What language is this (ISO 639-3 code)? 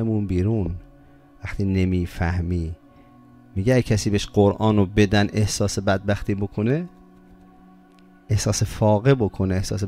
fas